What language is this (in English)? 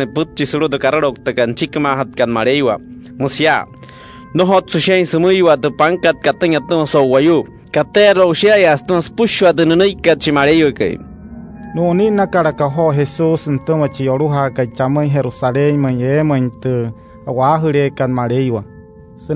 Wayuu